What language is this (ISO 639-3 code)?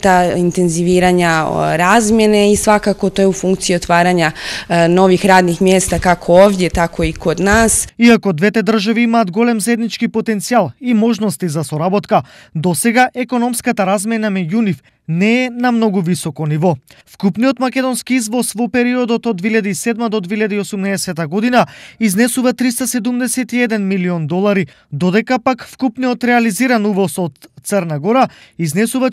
mkd